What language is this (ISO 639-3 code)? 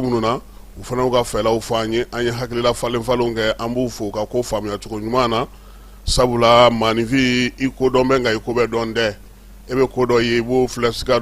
bam